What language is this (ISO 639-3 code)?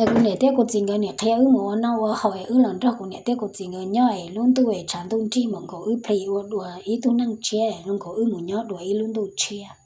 hmn